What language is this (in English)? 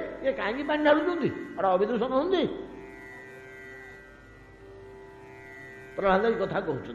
Odia